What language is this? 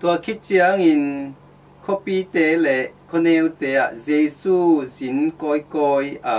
Tedim Chin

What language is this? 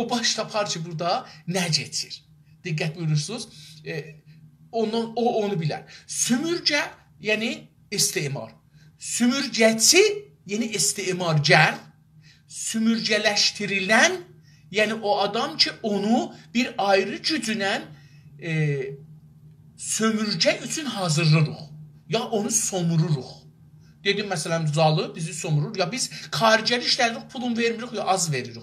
South Azerbaijani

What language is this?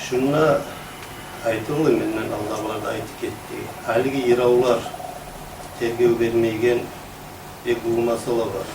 Kumyk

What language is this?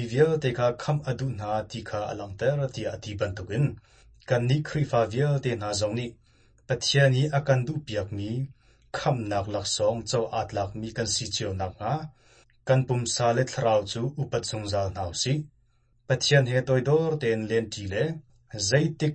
Hakha Chin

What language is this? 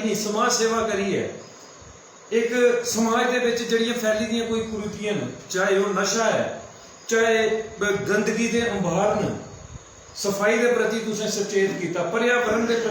Dogri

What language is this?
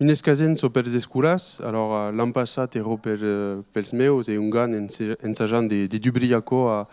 Occitan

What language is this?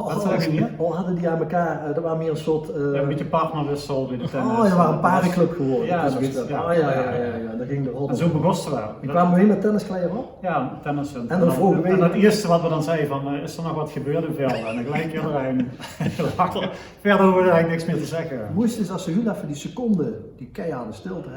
Limburgish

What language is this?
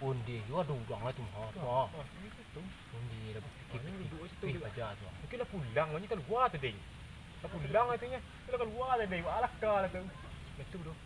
Minangkabau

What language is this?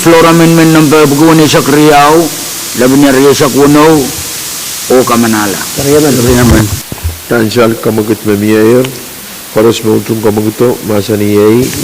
Pohnpeian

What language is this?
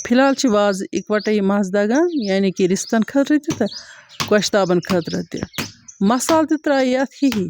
Kashmiri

